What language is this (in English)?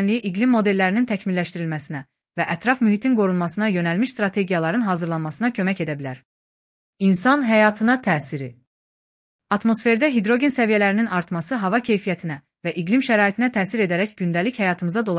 Azerbaijani